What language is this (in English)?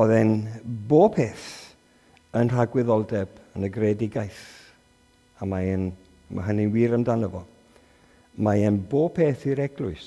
Welsh